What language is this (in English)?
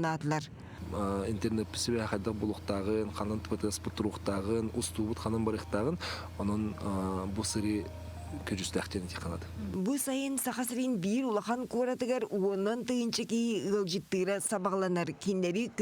Yakut